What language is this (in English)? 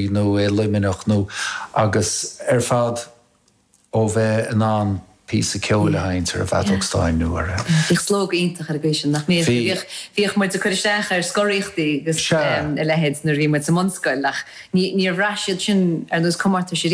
Irish